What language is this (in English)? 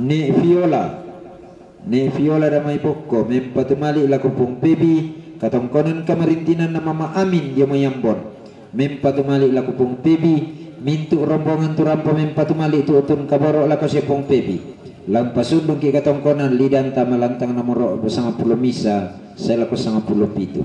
Toraja-Sa'dan